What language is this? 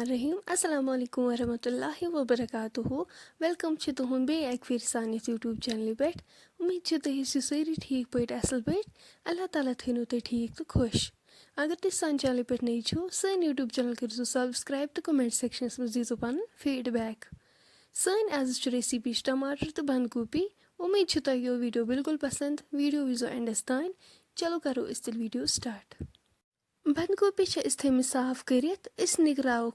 Kashmiri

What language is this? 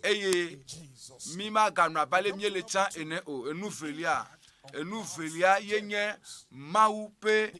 Ewe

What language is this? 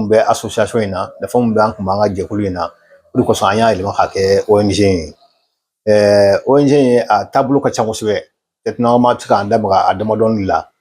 Bambara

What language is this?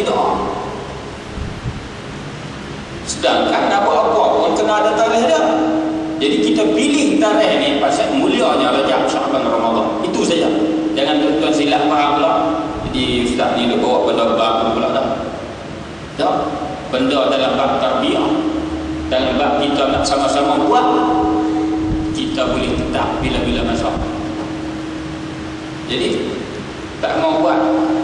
Malay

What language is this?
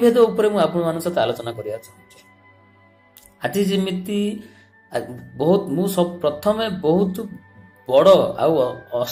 Odia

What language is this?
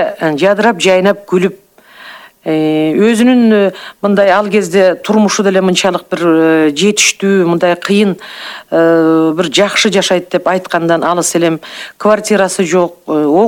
Kyrgyz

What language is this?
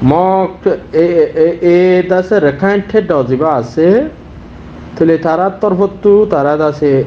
Rohingya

